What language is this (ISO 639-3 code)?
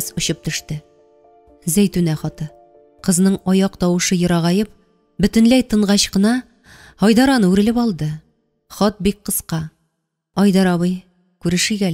tat